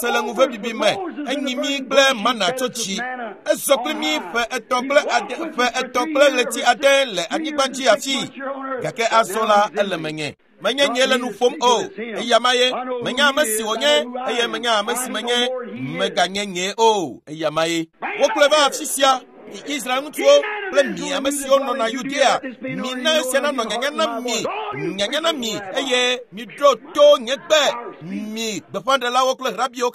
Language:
Ewe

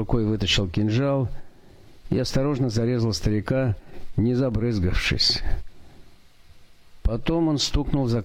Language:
Russian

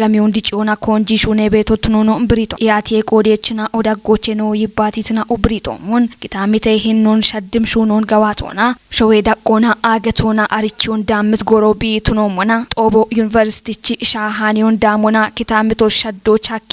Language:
Kafa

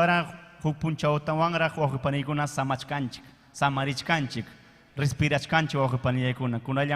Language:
Ayacucho Quechua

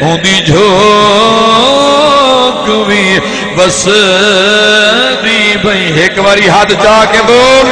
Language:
Saraiki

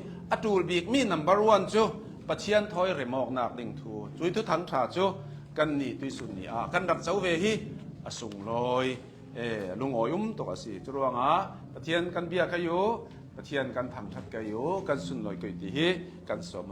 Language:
Hakha Chin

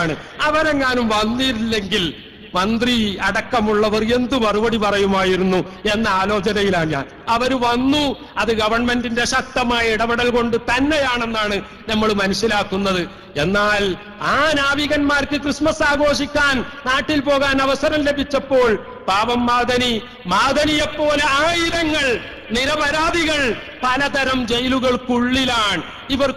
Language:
Malayalam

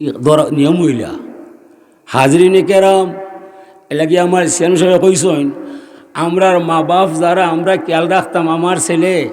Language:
Sylheti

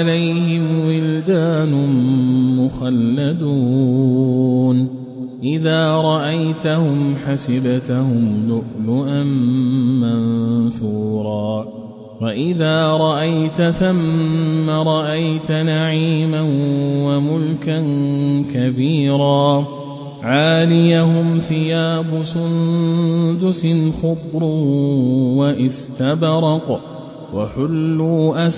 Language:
Arabic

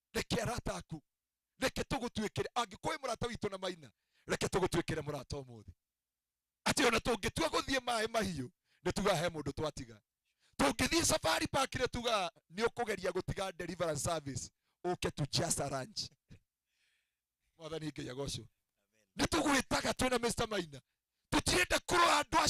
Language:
Kikuyu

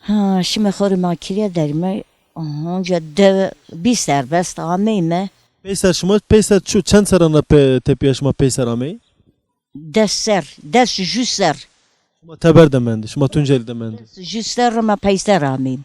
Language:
Zaza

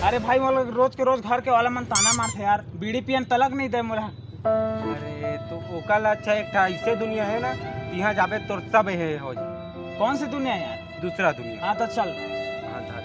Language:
Chhattisgarhi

